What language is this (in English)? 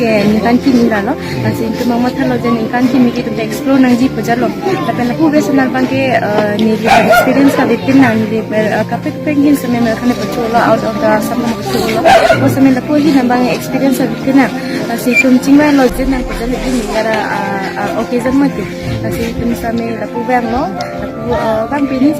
Karbi